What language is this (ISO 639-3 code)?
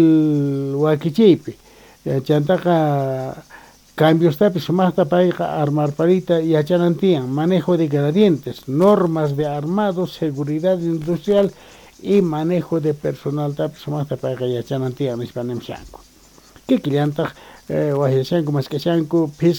quh